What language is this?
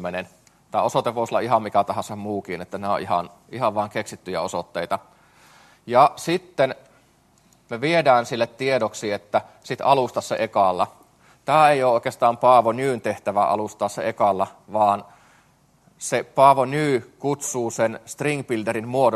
Finnish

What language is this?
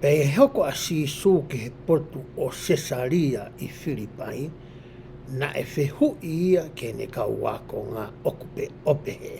Tongan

